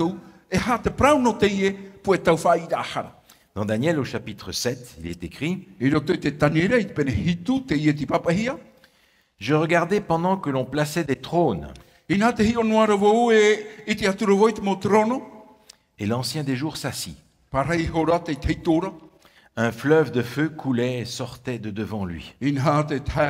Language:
Tahitian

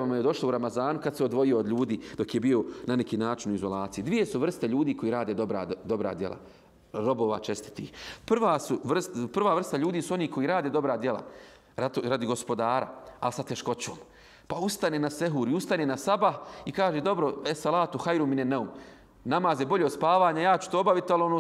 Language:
Bosnian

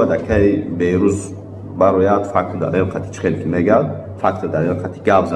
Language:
Tajik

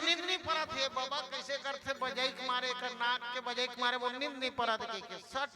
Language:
Chhattisgarhi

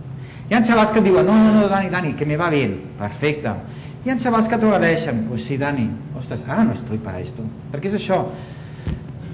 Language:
Catalan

